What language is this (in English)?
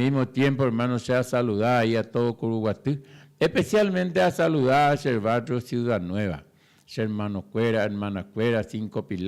Guarani